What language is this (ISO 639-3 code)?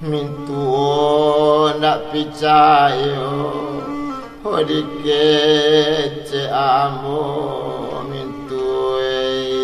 min